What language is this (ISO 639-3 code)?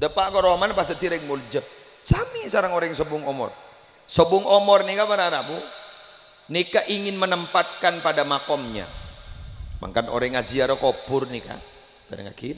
mad